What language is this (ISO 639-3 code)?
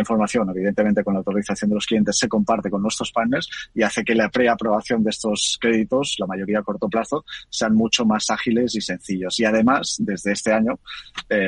spa